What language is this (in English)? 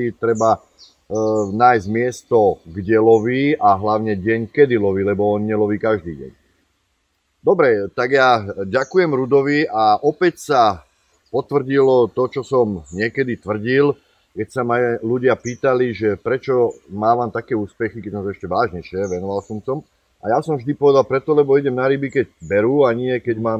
Slovak